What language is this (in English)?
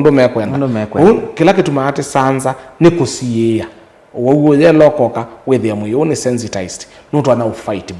Kamba